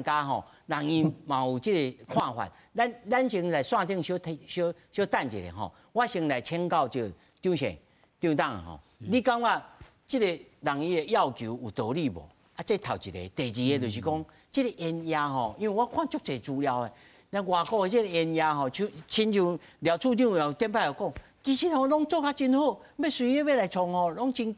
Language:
Min Nan Chinese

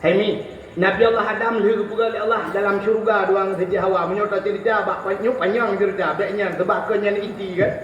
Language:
Achinese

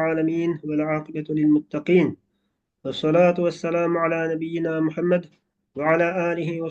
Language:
Uyghur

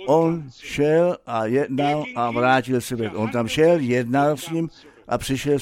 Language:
Czech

